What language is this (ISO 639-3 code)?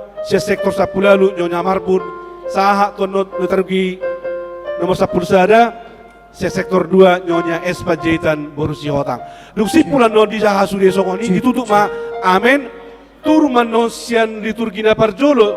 bbc